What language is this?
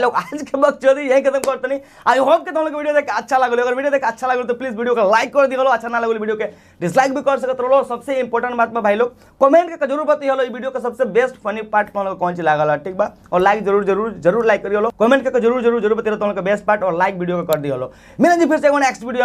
Bhojpuri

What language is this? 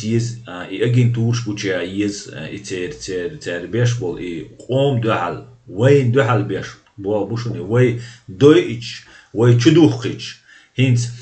Chechen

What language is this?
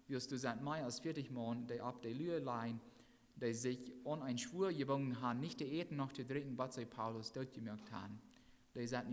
Plautdietsch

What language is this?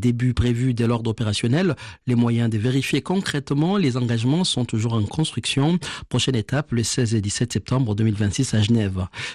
French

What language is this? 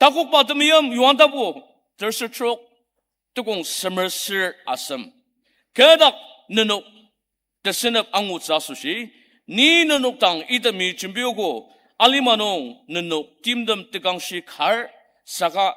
Ao Naga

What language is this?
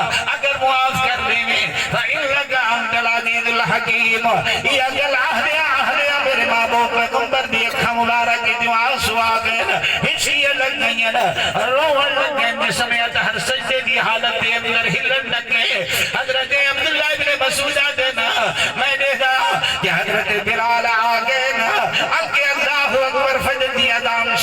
Saraiki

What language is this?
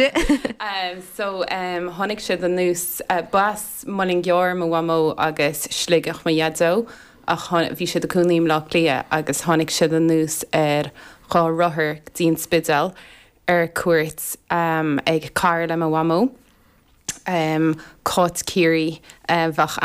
Irish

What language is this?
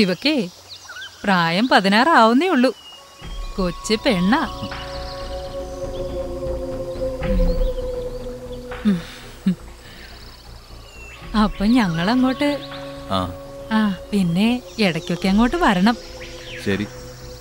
Malayalam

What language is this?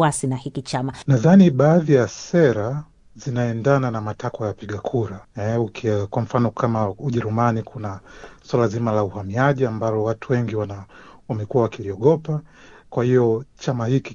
Swahili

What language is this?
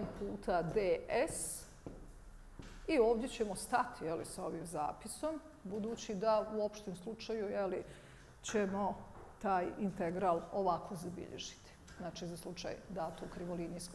Bosnian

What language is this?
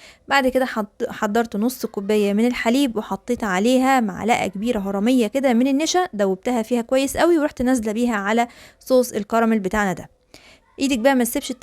Egyptian Arabic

